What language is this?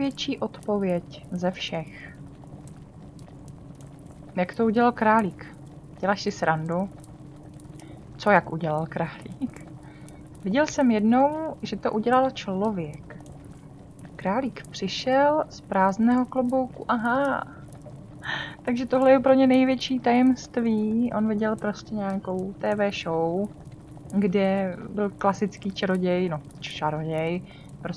Czech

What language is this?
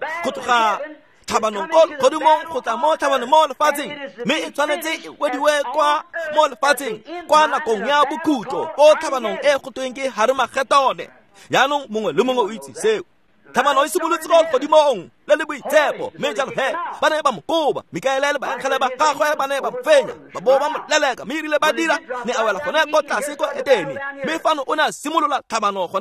Tswana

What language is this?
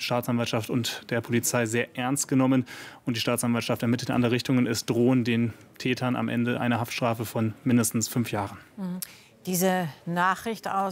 German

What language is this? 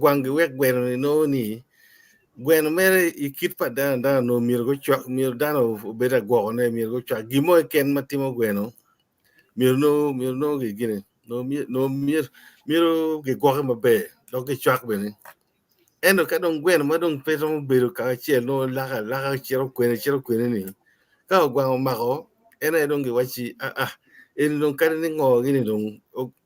Acoli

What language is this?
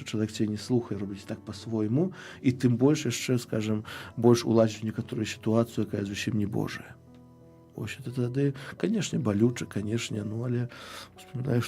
Belarusian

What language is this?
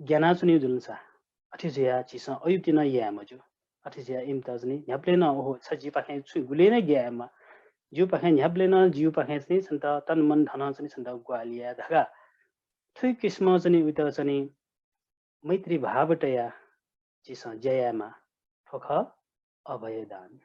Newari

